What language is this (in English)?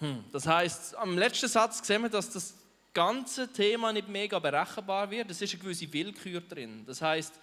Swiss German